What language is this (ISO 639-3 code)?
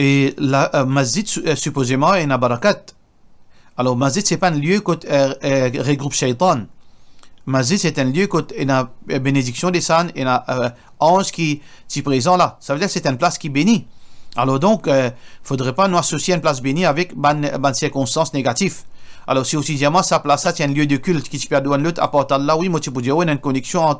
mfe